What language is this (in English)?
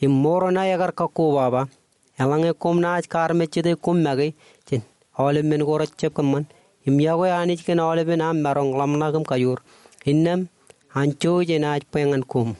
Marshallese